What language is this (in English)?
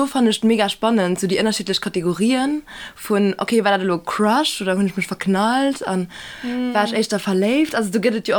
Luxembourgish